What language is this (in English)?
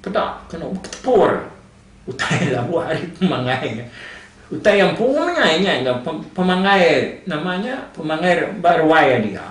Iban